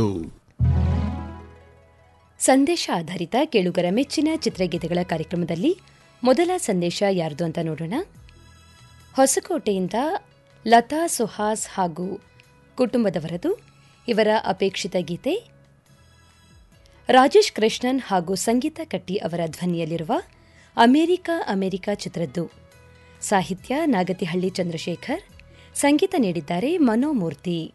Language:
Kannada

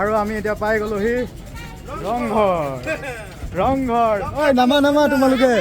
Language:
Assamese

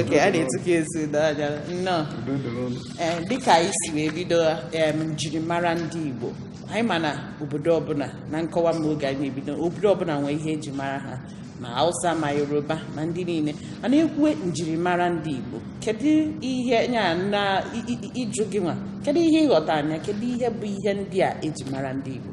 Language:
Igbo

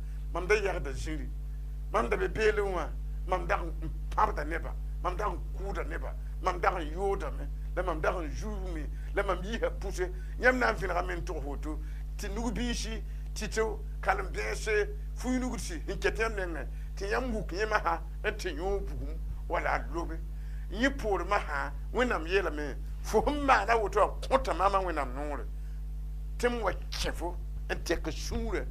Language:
Mossi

